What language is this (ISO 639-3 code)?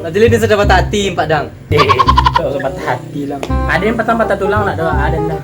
min